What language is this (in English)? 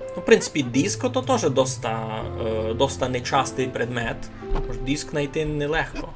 Rusyn